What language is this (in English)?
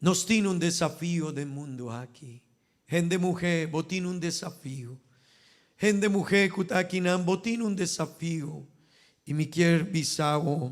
Papiamento